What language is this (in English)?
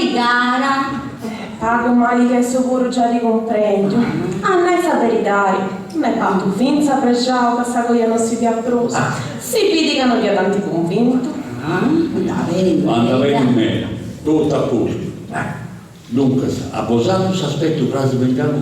Sardinian